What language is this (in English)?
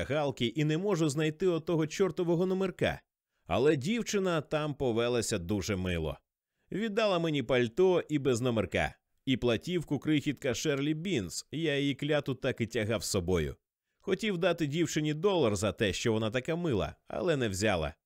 Ukrainian